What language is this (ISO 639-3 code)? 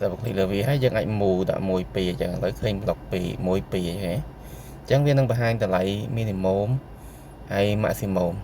khm